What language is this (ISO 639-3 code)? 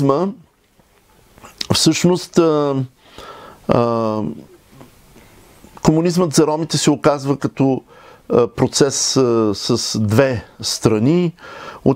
bul